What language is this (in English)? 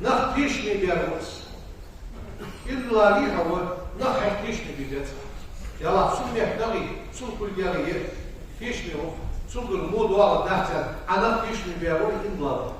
Ingush